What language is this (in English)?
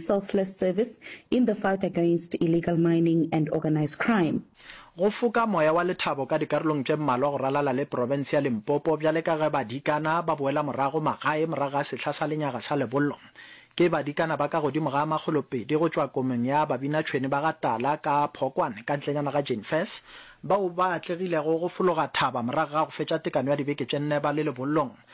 Northern Sotho